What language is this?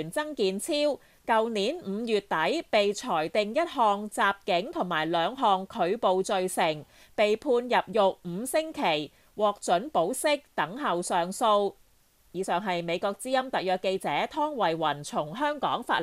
Cantonese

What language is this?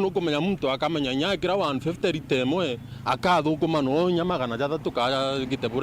Meru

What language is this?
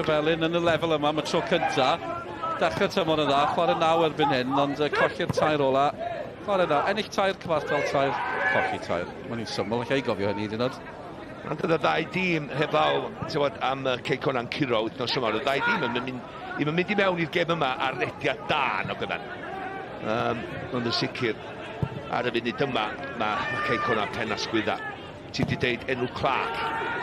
Welsh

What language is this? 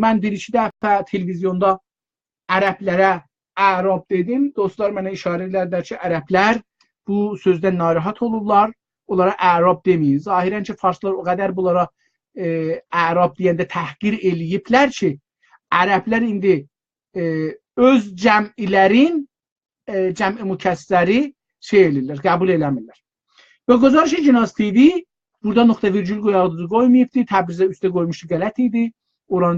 South Azerbaijani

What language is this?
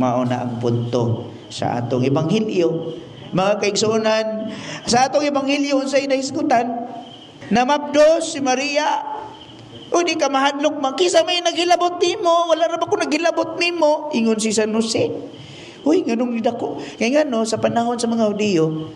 Cebuano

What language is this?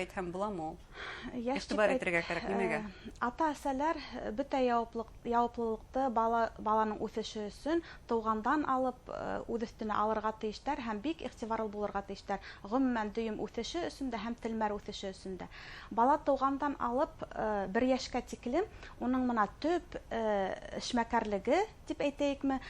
Bashkir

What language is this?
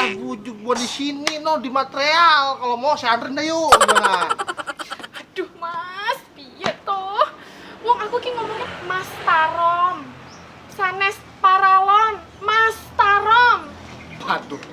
Betawi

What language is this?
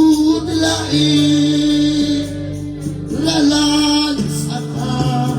Kekchí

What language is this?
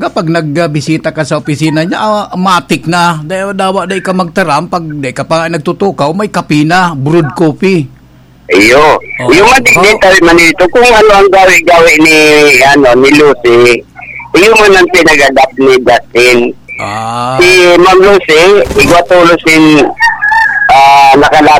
Bikol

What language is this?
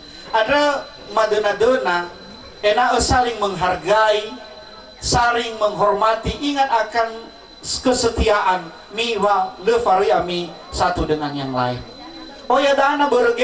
Nias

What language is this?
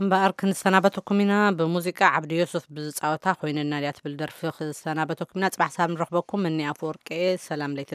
Tigrinya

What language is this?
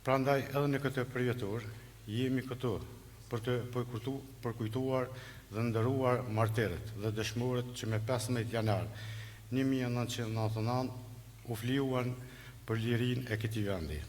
Albanian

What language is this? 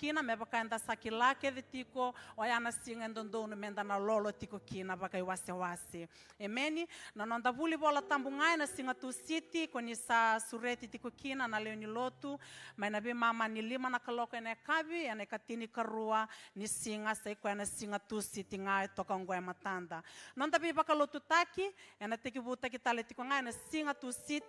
Fijian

